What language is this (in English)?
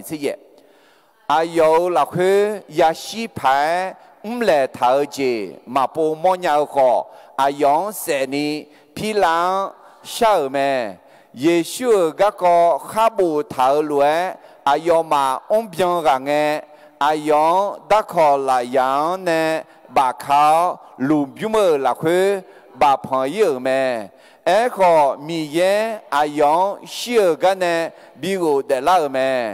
Akha